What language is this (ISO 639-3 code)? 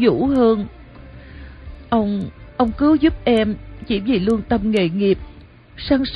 vie